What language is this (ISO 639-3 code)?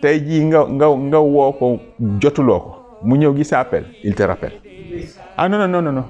wol